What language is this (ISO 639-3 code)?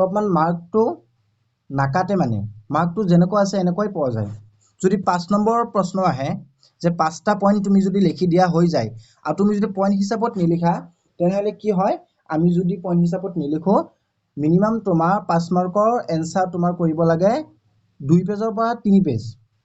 asm